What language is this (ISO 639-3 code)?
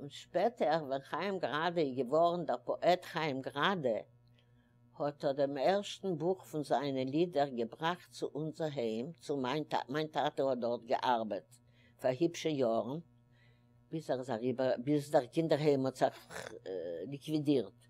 yid